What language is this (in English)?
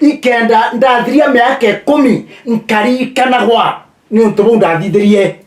Meru